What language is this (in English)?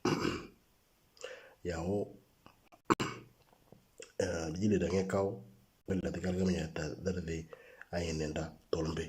Moro